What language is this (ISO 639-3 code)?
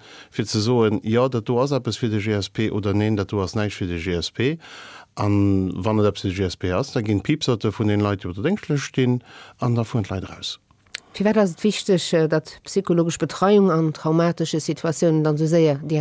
ltz